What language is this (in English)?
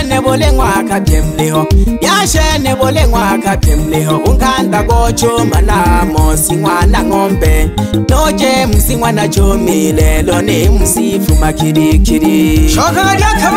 Swahili